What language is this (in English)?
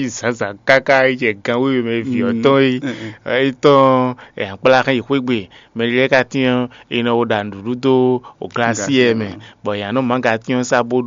Fon